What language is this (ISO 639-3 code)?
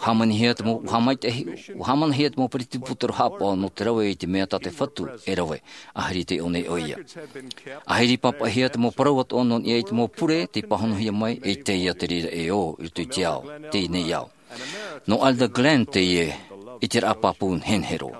tah